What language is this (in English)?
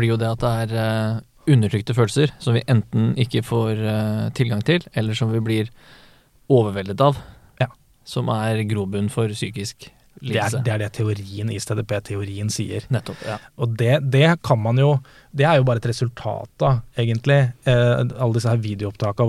Norwegian